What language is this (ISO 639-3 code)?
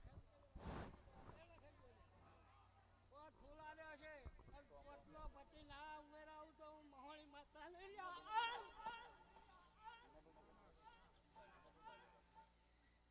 guj